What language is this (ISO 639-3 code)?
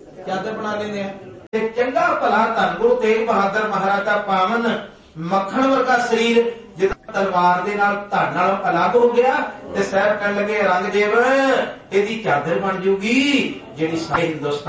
pan